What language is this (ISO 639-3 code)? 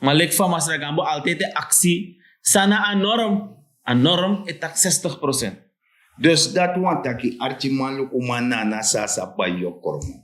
srn